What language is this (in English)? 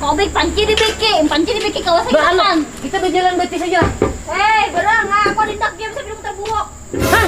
Banjar